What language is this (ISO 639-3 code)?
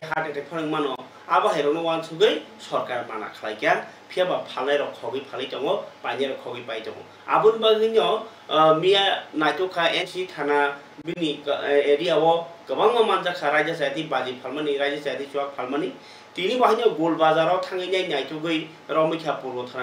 trp